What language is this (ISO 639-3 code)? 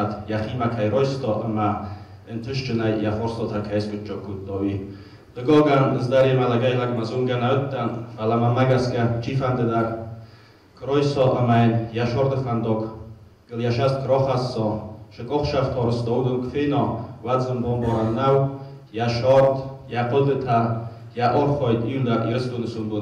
oss